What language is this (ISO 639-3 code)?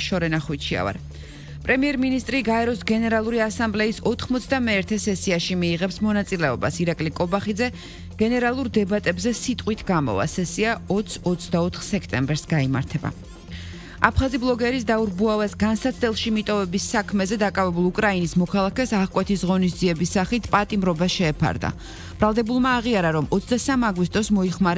kat